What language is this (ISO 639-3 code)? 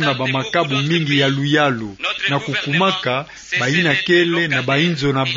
ktu